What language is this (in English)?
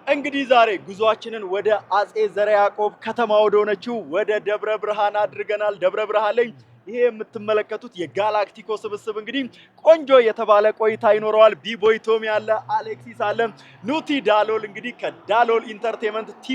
Amharic